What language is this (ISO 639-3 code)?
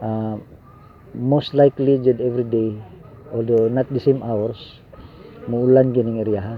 ceb